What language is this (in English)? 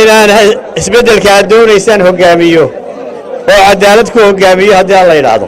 Somali